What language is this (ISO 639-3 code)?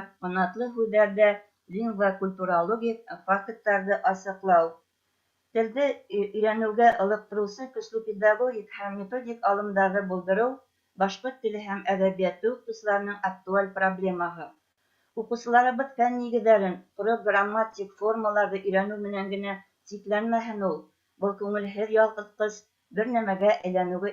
bak